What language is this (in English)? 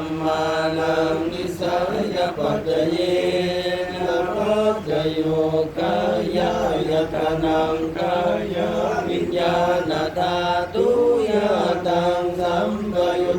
Pali